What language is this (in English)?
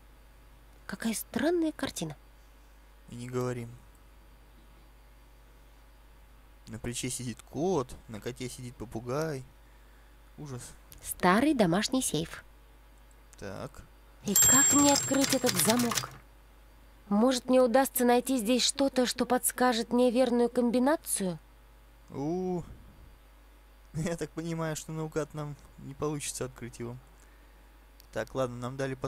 Russian